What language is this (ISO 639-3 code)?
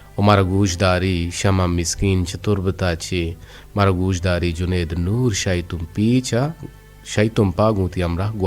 bgp